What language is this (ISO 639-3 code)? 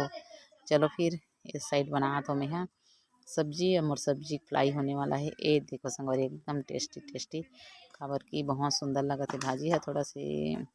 hne